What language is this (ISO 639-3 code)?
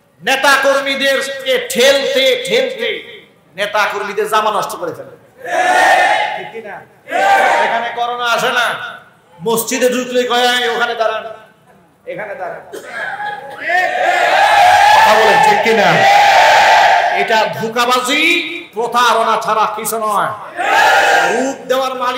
ben